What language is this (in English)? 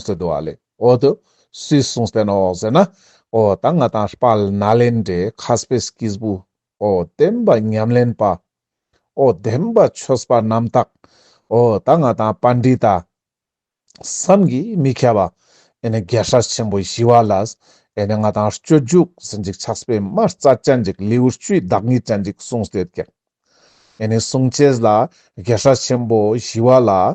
Ladakhi